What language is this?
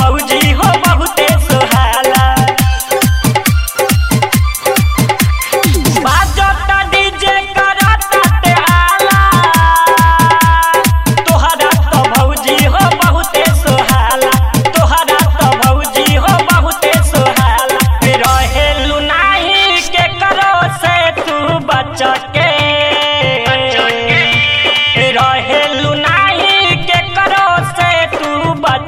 Bhojpuri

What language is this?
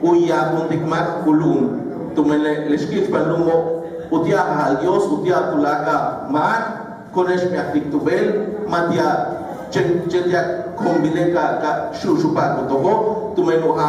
Yucateco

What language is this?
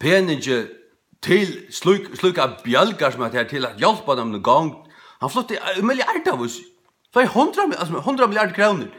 Faroese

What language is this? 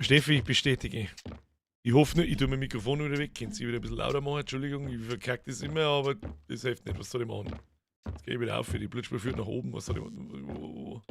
Bavarian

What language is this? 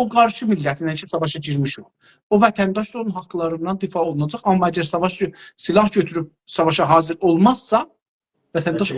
South Azerbaijani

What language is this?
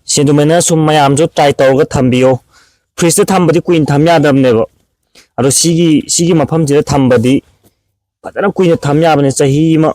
Manipuri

